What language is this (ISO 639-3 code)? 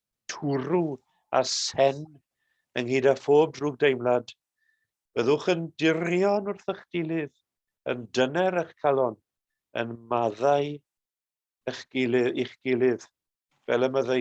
cym